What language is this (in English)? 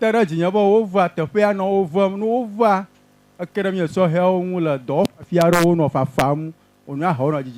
Ewe